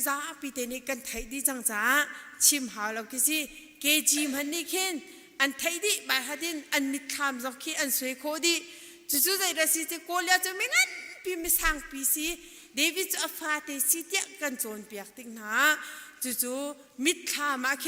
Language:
Hakha Chin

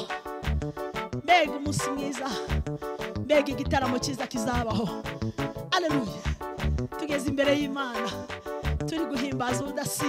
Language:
Kinyarwanda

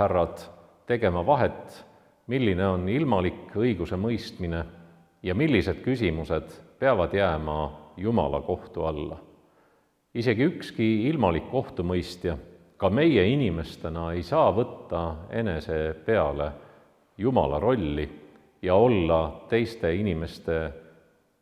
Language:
Estonian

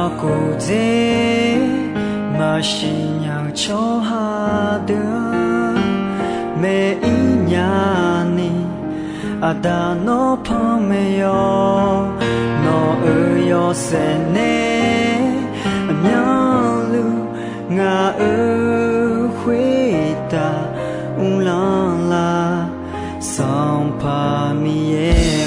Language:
Akha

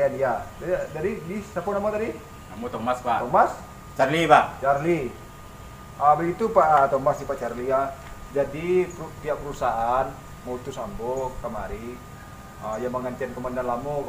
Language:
Minangkabau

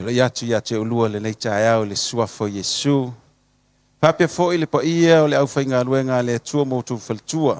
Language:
Samoan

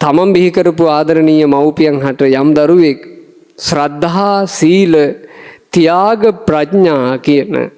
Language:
Sinhala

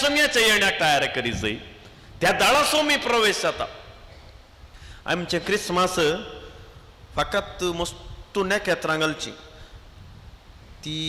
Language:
Konkani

